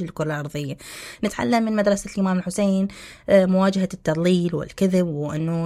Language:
Mesopotamian Arabic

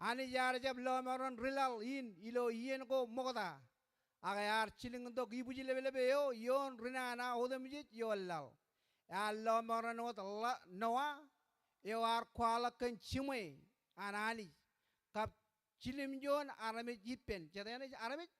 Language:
Marshallese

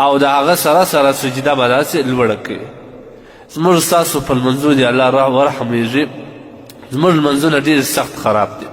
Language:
Pashto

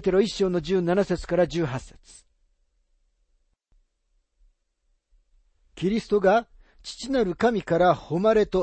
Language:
Japanese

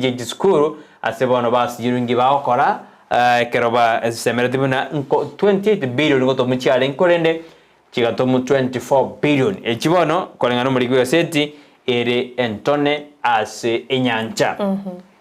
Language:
Gusii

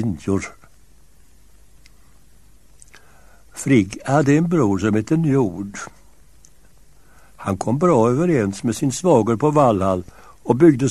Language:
Swedish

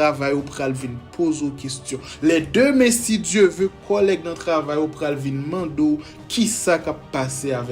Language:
Haitian Creole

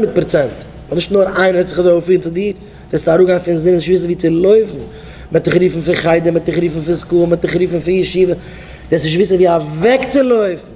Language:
Yiddish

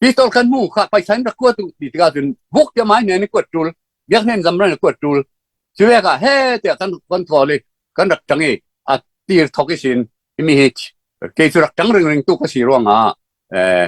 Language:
Falam Chin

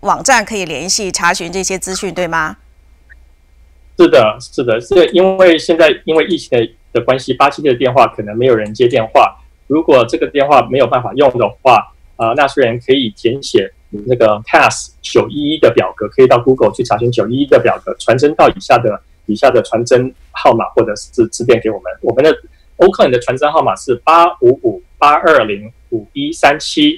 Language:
Chinese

